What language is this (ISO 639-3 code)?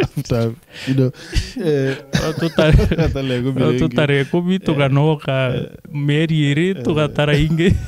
mer